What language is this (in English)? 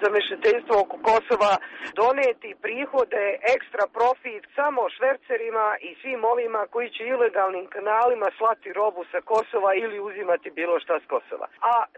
Serbian